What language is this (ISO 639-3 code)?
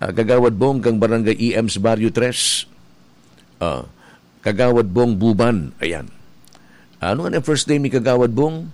bik